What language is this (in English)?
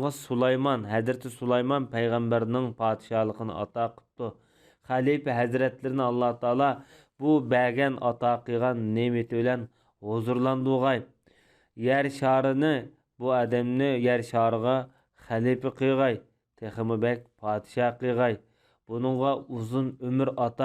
Uyghur